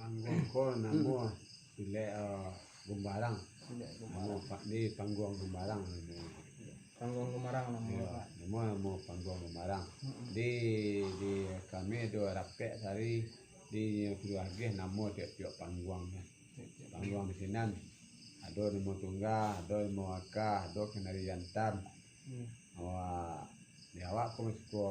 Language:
Minangkabau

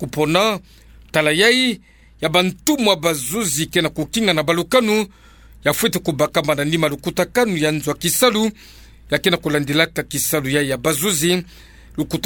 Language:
Kituba (Democratic Republic of Congo)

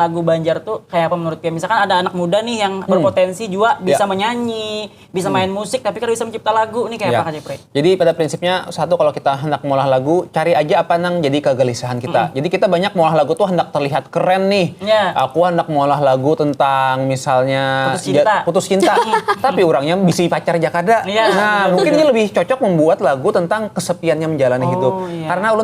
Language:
Banjar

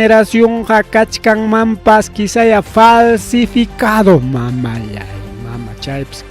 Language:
Ayacucho Quechua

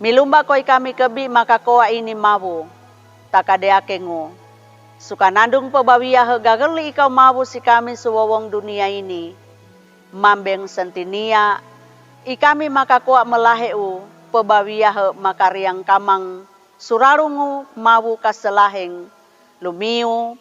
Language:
Sangir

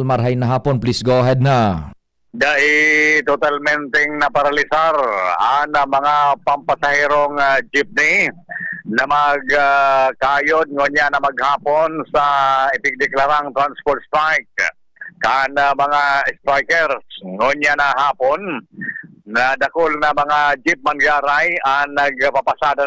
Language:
Bikol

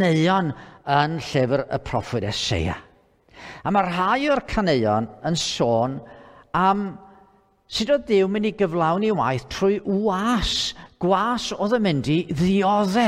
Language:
Welsh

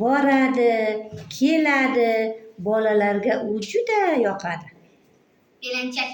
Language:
Uzbek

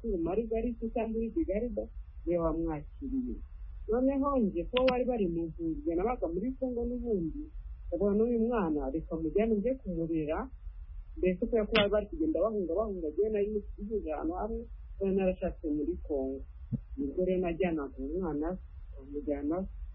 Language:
Kinyarwanda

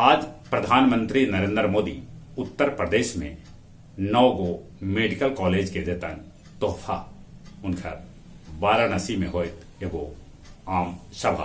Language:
Magahi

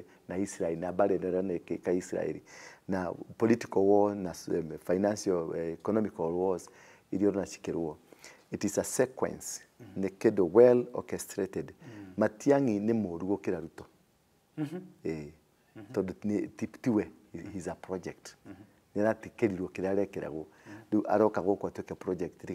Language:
Kikuyu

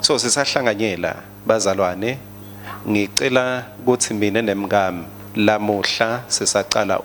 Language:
Swati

